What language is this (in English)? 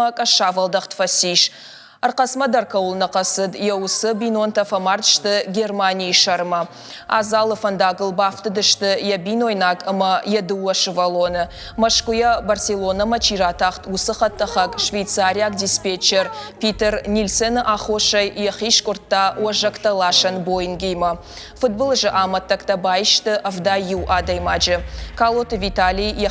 Ossetic